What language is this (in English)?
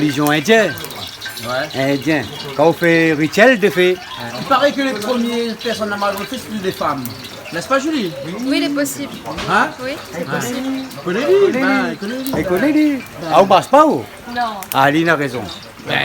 Réunion Creole French